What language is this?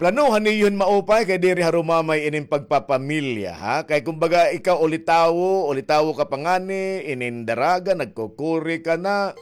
Waray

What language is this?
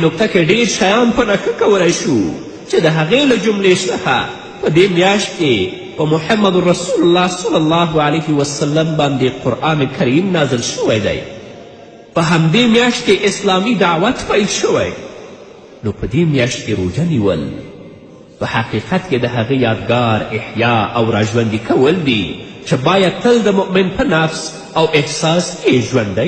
Pashto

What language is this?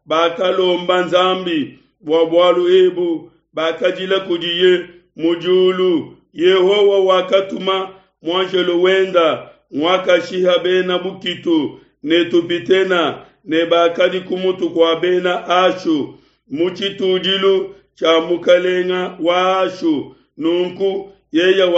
Luba-Lulua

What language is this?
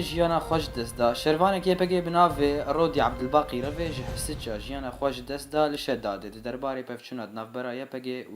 Kurdish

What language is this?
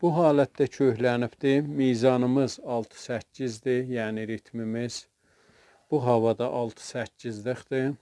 South Azerbaijani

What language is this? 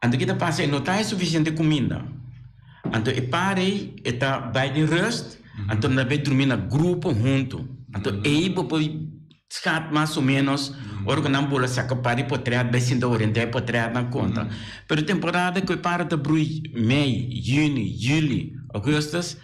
Papiamento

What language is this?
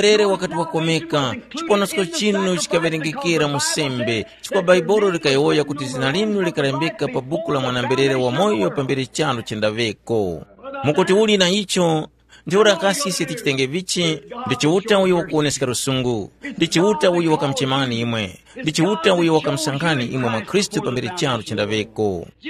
Tumbuka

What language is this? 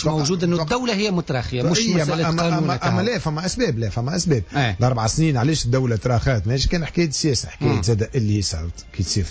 Tunisian Arabic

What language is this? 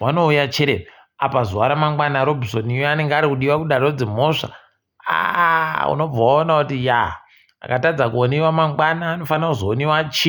Ndau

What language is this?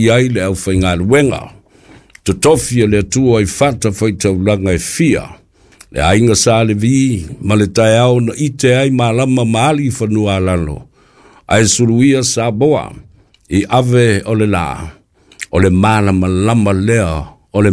Samoan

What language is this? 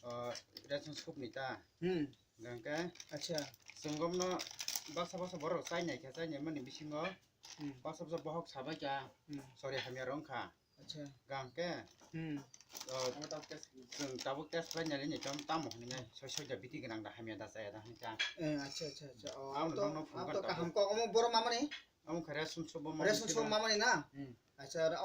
Kok Borok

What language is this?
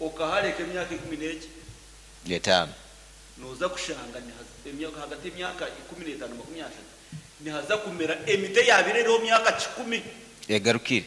Nyankole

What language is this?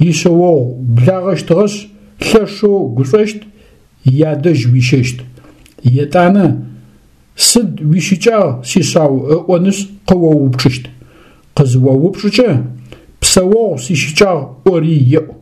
Adyghe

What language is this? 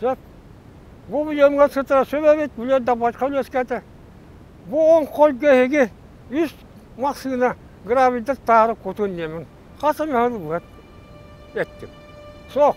Yakut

